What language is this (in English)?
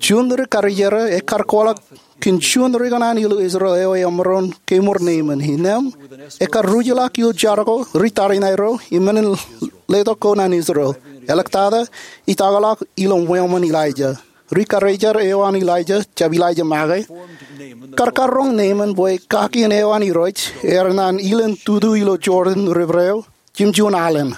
Marshallese